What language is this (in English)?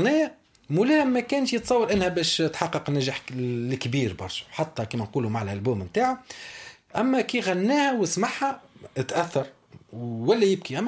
Tunisian Arabic